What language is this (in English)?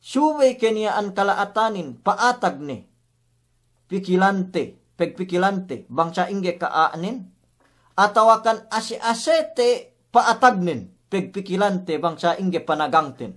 Yakan